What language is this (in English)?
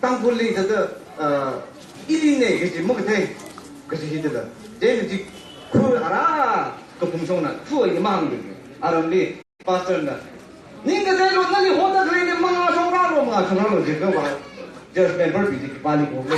Tangkhul Naga (India)